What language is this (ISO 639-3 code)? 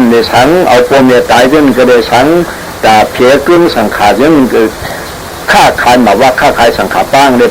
shn